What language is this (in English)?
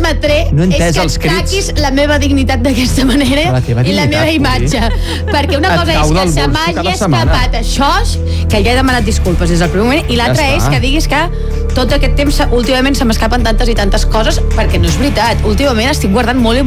Catalan